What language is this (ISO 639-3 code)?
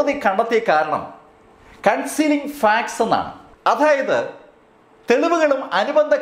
mal